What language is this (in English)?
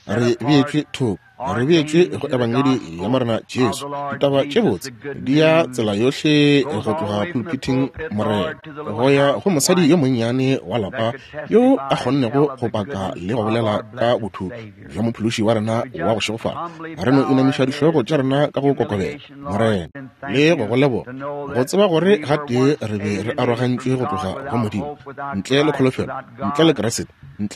Northern Sotho